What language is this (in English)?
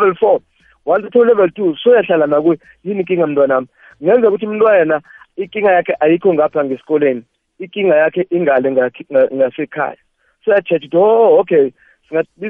South Ndebele